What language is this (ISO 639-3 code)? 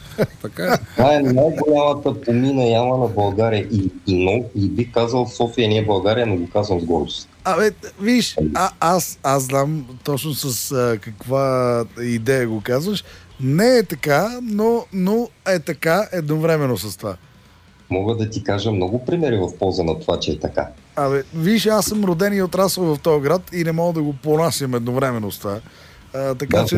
bul